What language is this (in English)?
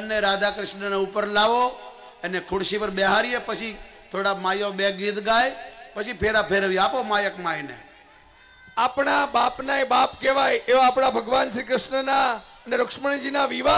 Gujarati